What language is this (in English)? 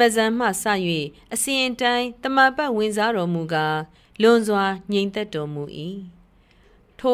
Burmese